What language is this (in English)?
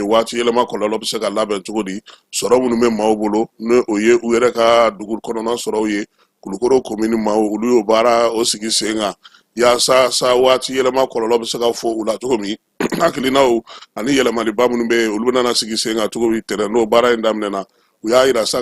Bambara